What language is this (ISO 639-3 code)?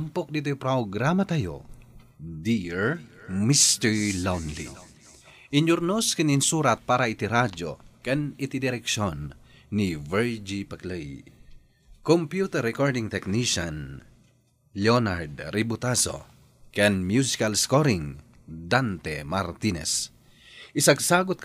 ilo